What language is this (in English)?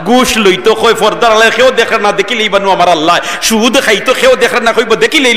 Sylheti